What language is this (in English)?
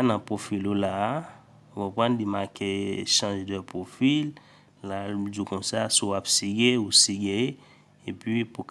Haitian Creole